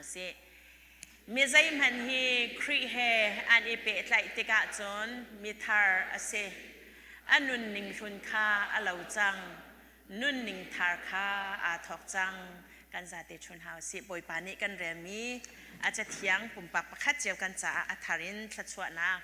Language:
Hakha Chin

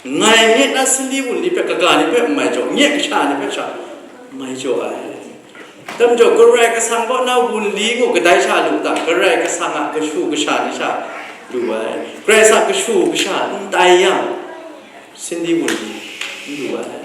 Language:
Kachin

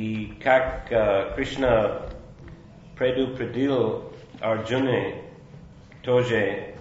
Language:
Russian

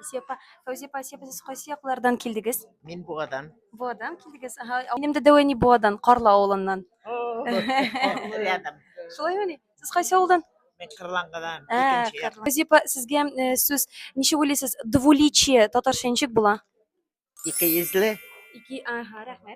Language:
Tatar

